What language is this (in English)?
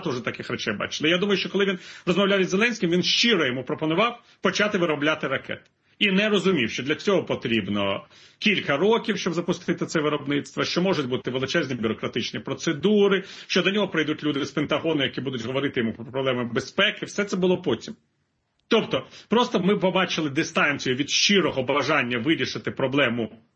Ukrainian